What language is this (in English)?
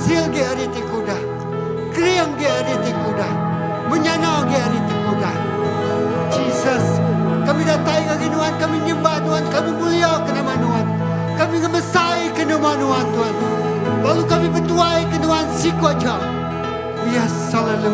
Iban